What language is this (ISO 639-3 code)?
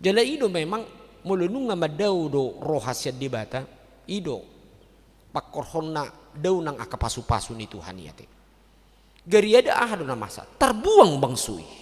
bbc